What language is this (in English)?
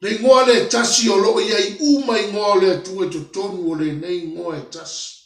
Samoan